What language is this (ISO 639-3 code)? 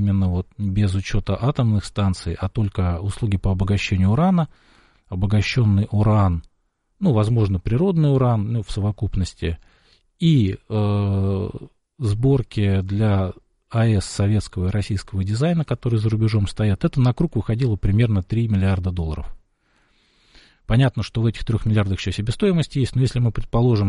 rus